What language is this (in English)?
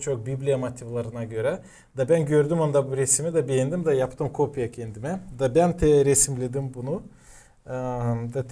Gagauz